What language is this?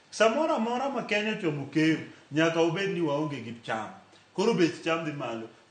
Luo (Kenya and Tanzania)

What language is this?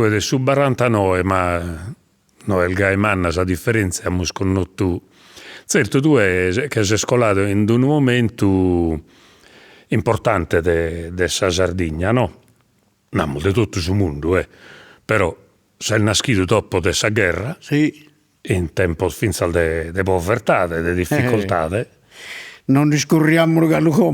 Sardinian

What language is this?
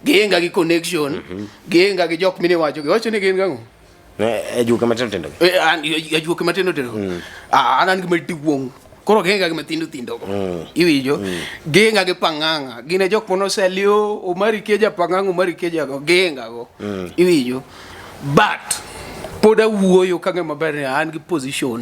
Luo (Kenya and Tanzania)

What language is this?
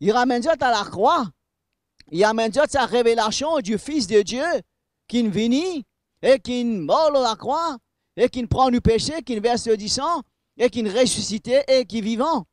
Morisyen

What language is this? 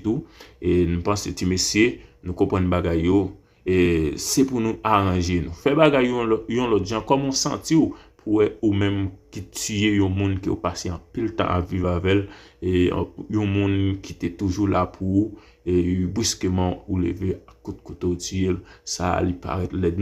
Haitian Creole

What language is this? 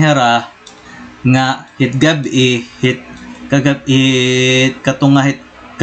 Waray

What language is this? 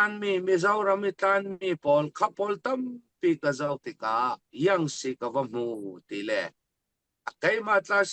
Falam Chin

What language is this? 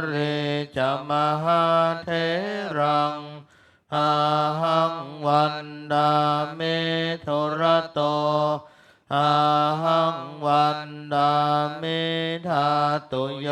Pali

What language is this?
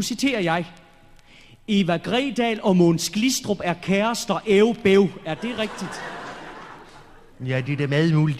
Danish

